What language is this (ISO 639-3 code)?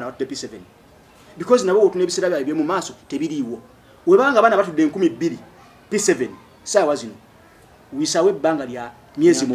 lug